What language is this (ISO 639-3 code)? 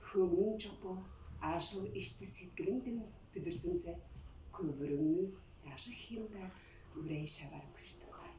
tyv